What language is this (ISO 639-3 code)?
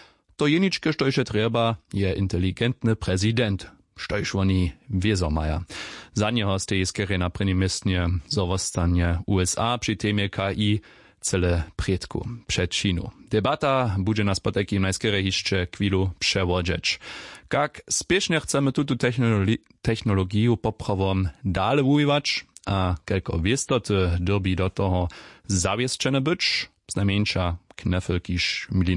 hsb